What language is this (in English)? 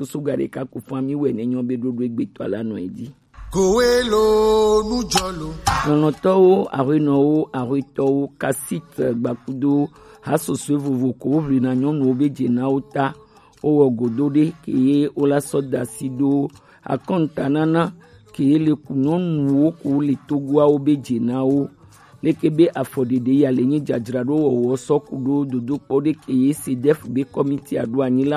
Gen